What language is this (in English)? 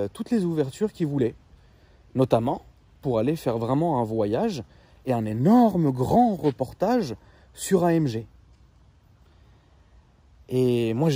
French